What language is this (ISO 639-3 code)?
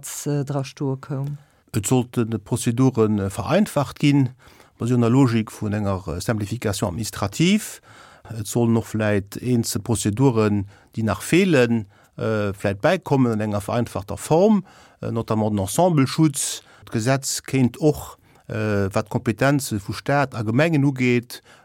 ltz